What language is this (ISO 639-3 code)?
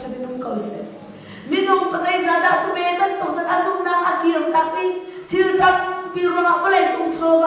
cnh